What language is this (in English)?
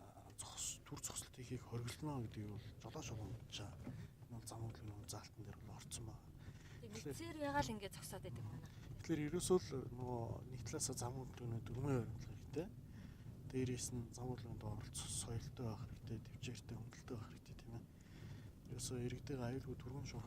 Mongolian